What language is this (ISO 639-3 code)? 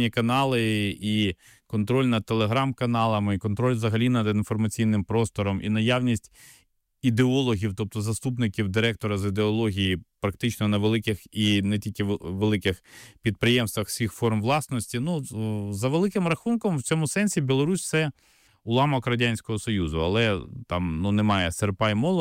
ukr